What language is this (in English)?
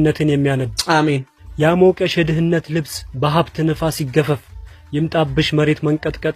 Amharic